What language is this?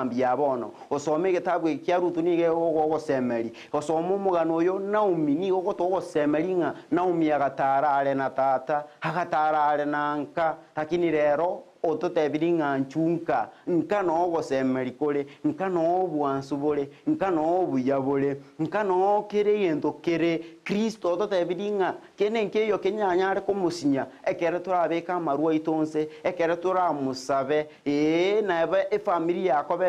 Gusii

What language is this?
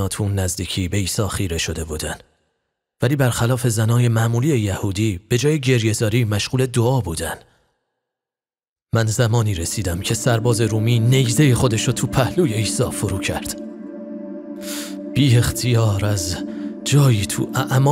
Persian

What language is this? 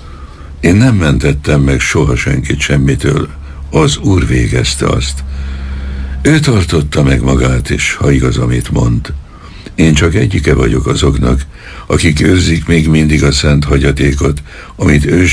Hungarian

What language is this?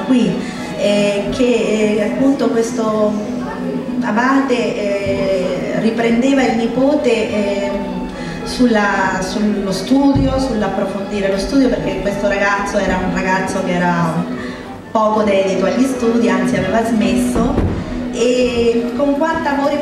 Italian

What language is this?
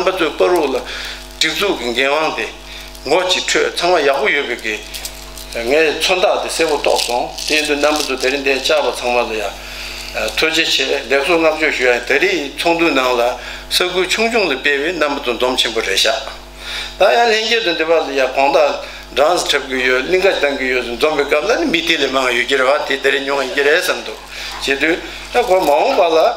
Tibetan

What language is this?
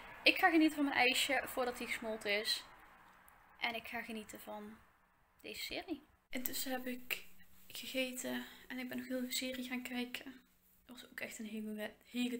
Dutch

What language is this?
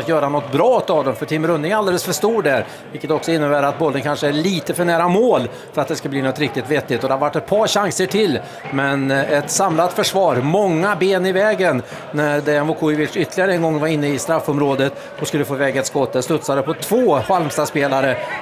Swedish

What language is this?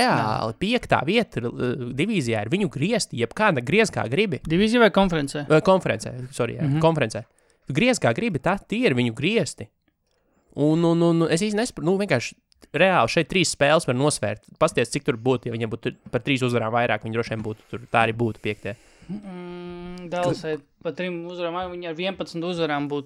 Latvian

